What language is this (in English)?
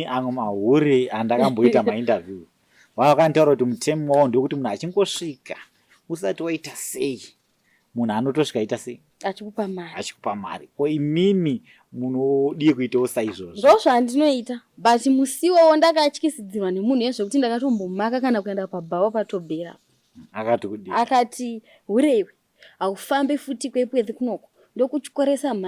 Shona